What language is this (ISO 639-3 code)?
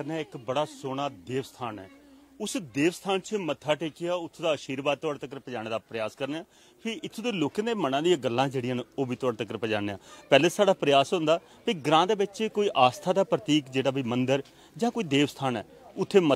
doi